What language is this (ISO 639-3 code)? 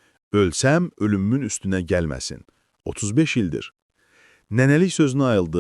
aze